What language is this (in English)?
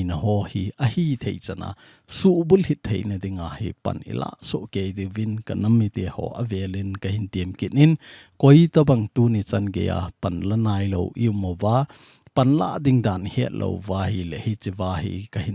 Thado Chin